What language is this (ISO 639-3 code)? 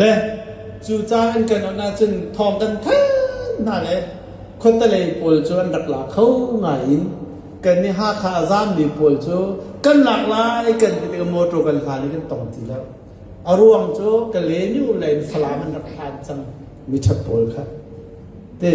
cnh